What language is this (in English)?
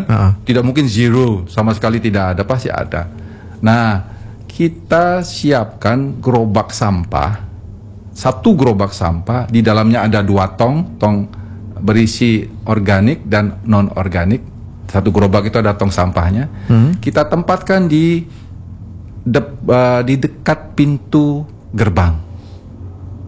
Indonesian